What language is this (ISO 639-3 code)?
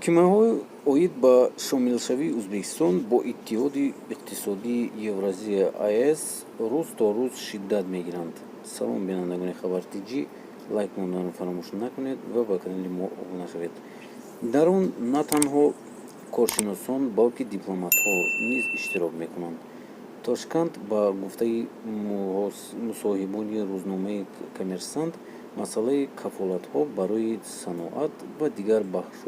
tgk